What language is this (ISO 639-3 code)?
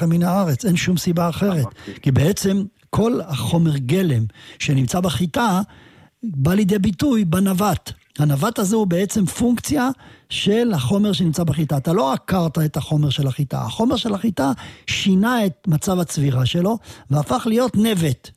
heb